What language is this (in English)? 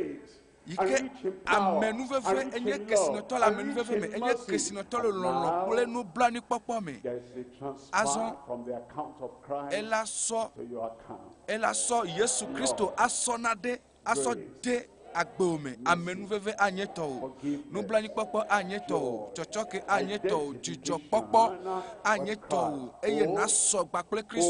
Ewe